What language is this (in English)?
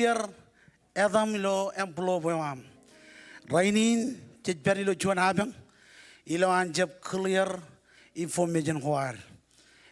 Marshallese